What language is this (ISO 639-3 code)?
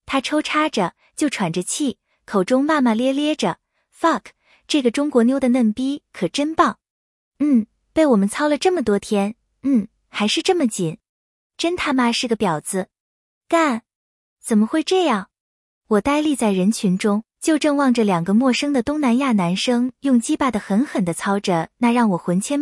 zho